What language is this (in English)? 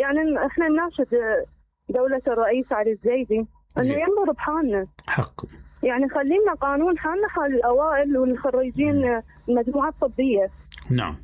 Mesopotamian Arabic